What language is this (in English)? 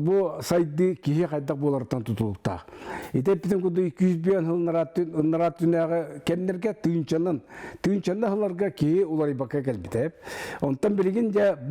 Yakut